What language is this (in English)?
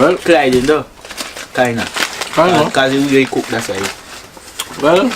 Jamaican Creole English